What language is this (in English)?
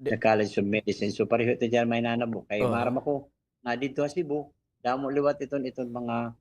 Waray